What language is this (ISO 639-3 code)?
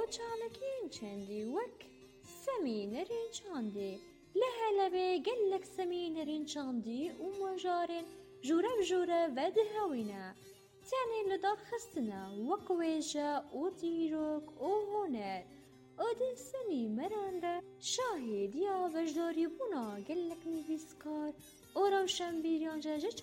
kur